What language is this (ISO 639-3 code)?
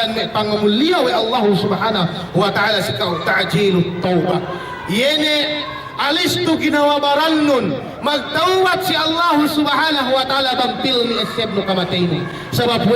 yka